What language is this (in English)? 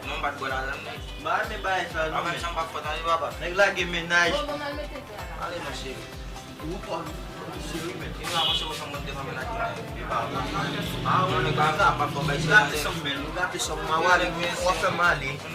Haitian Creole